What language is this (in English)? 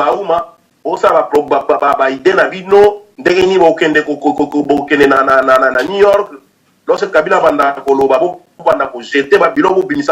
Lingala